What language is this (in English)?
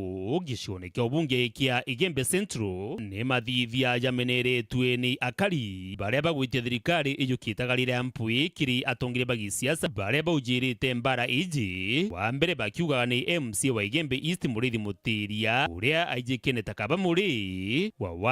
Meru